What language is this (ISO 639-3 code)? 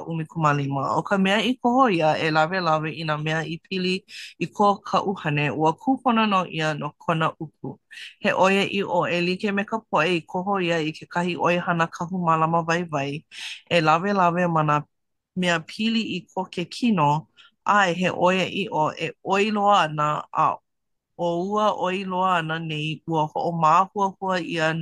haw